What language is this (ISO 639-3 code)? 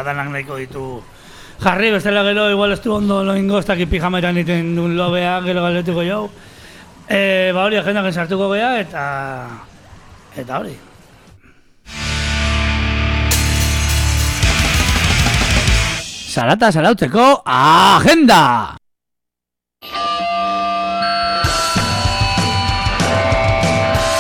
eus